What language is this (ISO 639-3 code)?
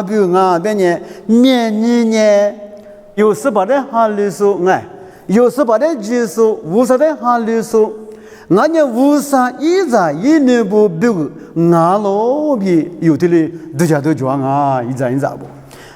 lis